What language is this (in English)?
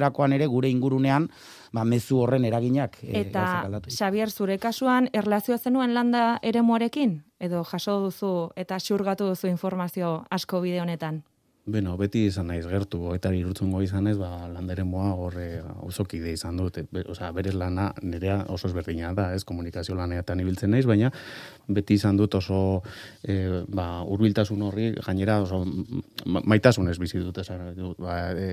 Basque